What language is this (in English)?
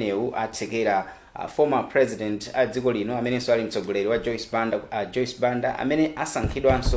Nyanja